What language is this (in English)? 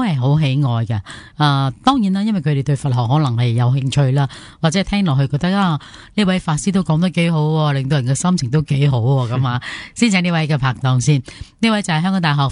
Cantonese